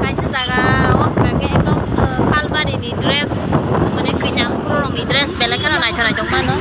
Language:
Kok Borok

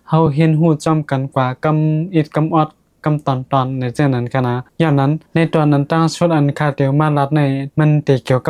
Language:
Shan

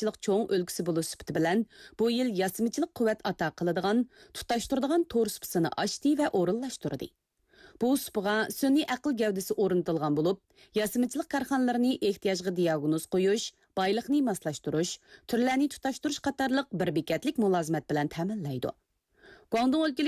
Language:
Uyghur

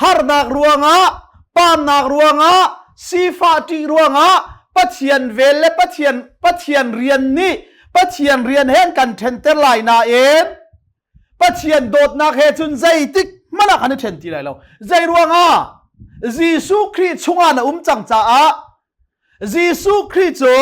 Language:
Hakha Chin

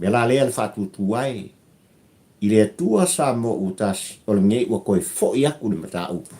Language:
Samoan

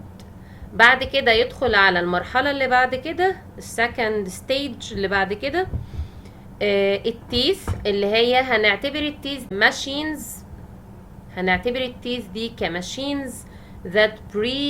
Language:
Egyptian Arabic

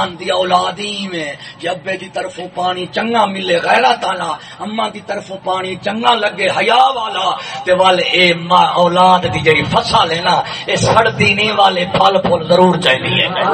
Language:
Saraiki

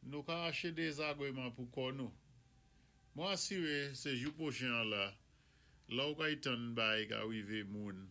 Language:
Saint Lucian Creole French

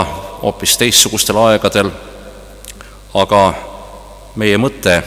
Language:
Estonian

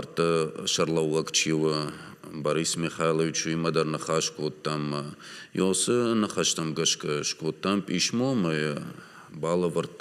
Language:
Ossetic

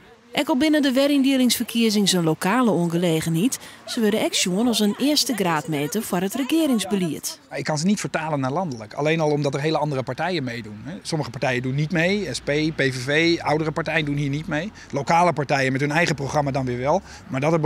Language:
Western Frisian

